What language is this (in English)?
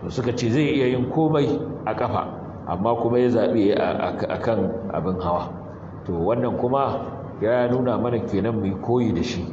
Hausa